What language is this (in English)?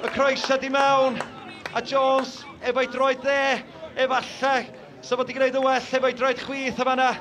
Welsh